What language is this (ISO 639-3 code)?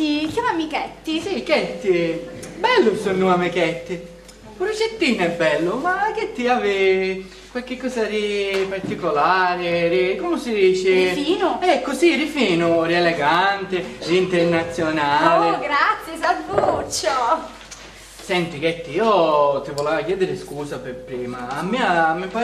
scn